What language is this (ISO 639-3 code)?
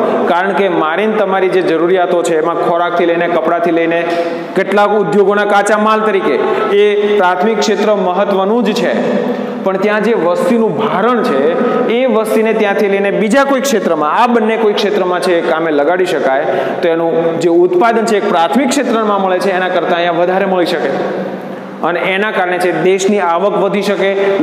guj